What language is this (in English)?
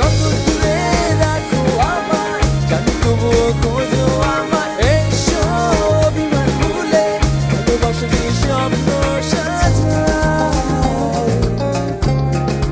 Bangla